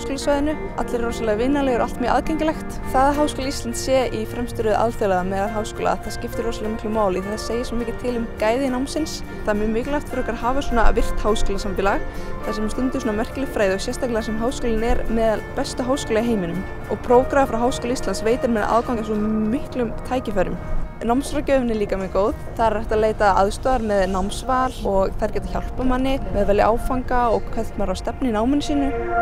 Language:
Icelandic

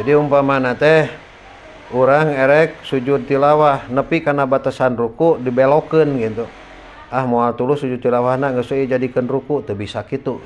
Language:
Sundanese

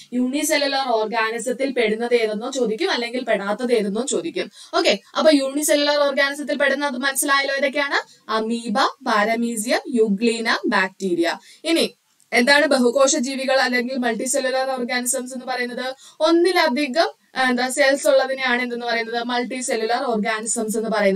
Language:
Malayalam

